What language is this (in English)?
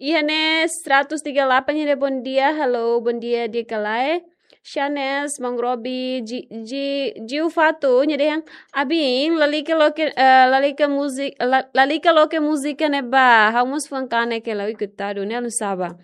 Tetum